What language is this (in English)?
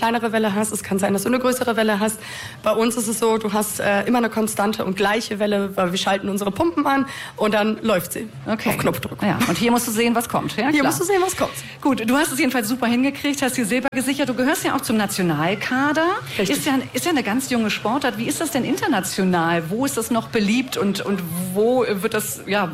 German